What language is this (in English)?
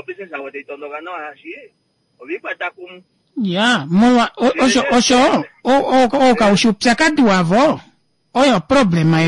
Kuanyama